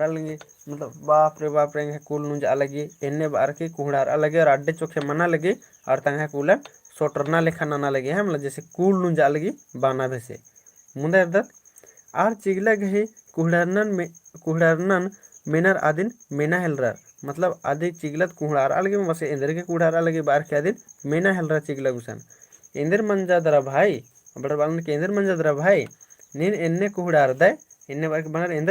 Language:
Kurukh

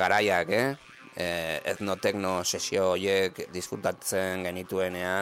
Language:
Basque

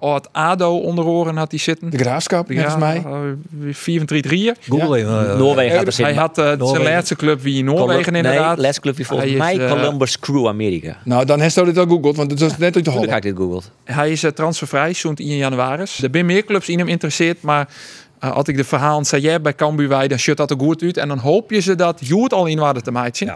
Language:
Western Frisian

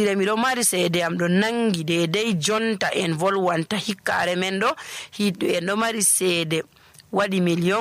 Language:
Nigerian Fulfulde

